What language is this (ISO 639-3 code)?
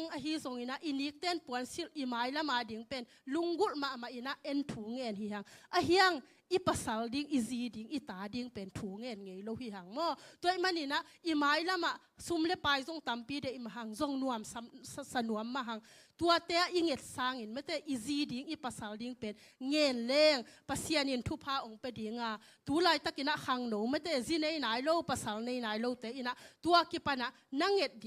ctd